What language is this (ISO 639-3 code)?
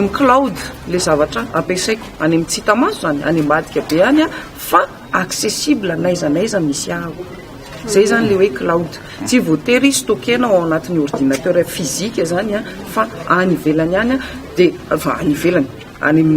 mlg